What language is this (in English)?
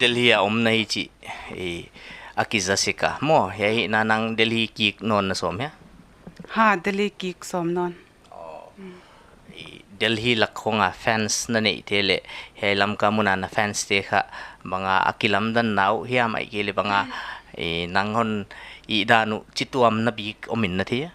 Paite Chin